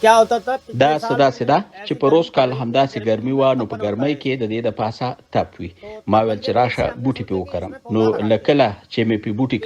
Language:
Pashto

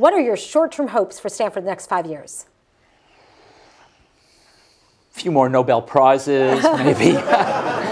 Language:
English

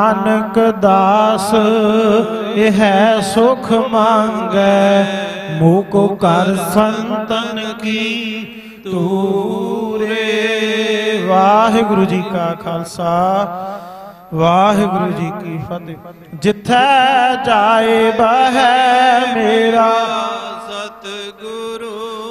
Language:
Punjabi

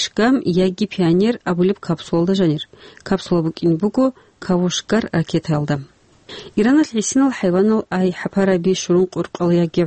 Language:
Avaric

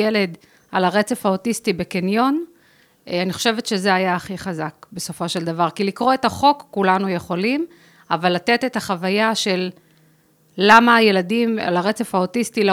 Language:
Hebrew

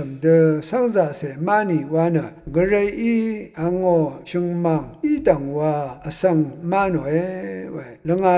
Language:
Rawang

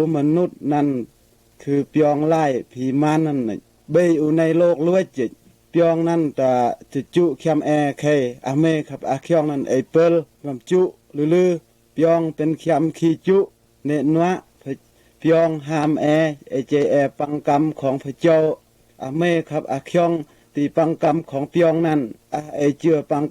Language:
Mal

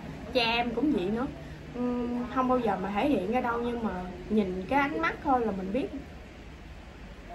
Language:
Vietnamese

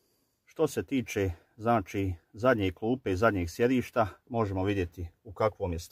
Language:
Croatian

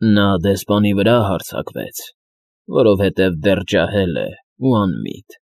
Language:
Armenian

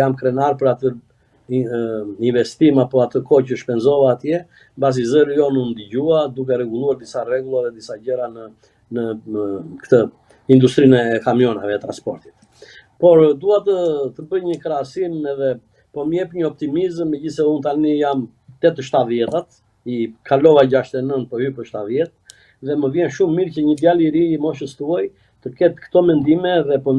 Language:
Albanian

